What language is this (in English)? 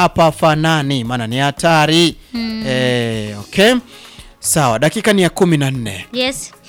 Swahili